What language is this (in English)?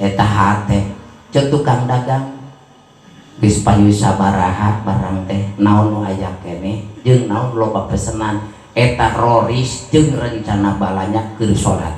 Sundanese